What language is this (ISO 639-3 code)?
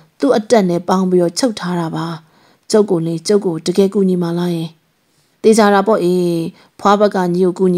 mya